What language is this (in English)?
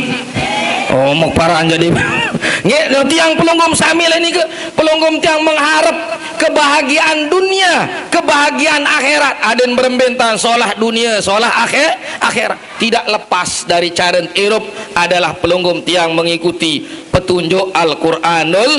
Sasak